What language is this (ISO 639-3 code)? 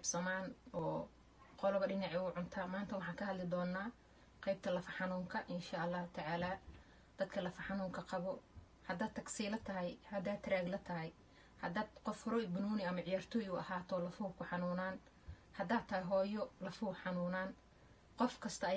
som